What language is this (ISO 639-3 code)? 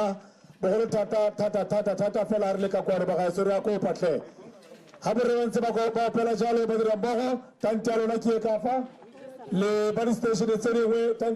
tsn